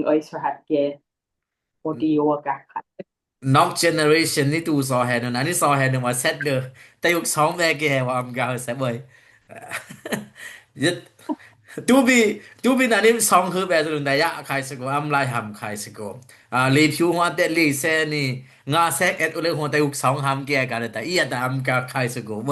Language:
Dimasa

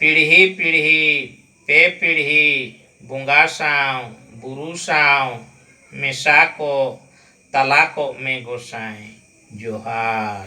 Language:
Santali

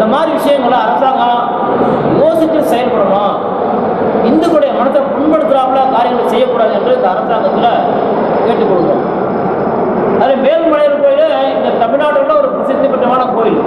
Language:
Tamil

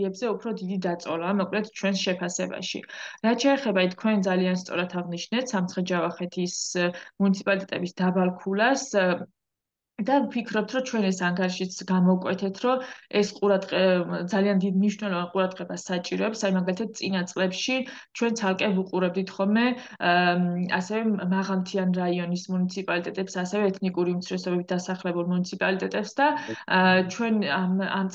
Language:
Georgian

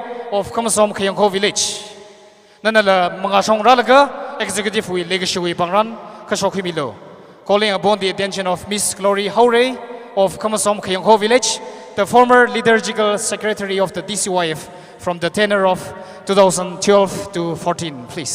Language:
Tangkhul Naga (India)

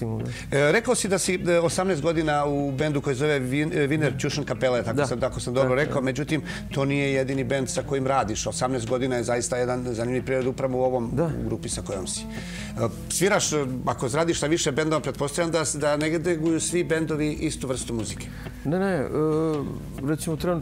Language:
Serbian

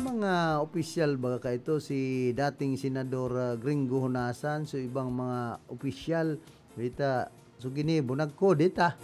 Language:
Bikol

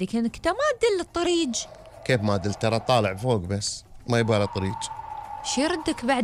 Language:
Gulf Arabic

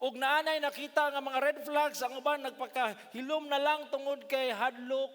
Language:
Cebuano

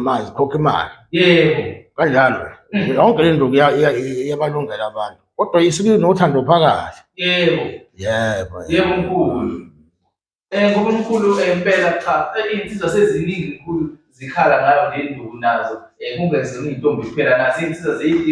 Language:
Zulu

